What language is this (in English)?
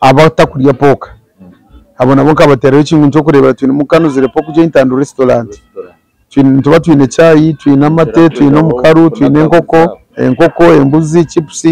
Nyankole